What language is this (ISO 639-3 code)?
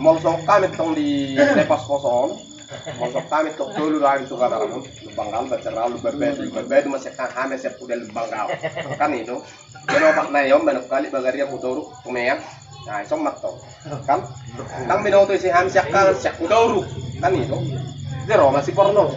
bbc